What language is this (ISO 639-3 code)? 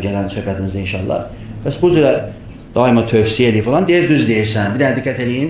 aze